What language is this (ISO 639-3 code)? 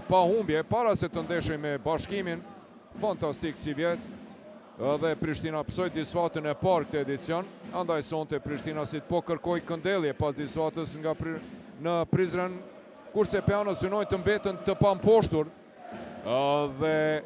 sqi